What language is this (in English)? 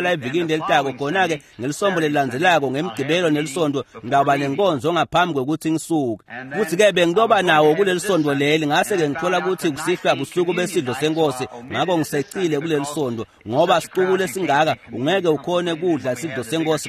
Swati